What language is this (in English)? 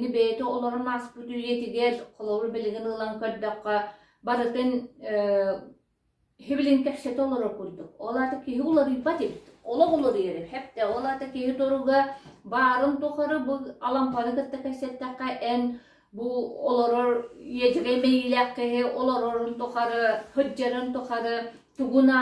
Yakut